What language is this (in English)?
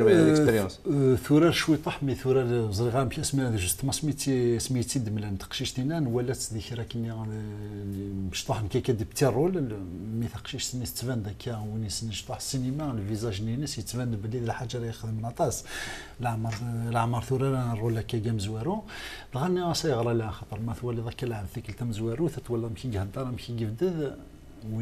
Kabyle